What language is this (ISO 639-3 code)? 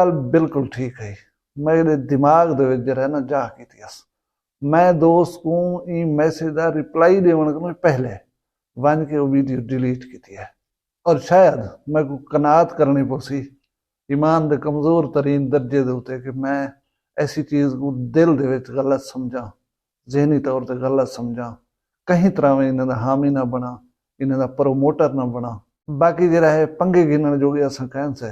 skr